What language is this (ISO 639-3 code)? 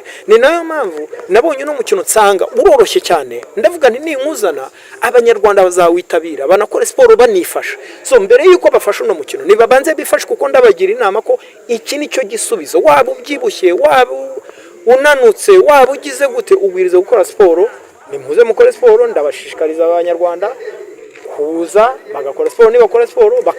kin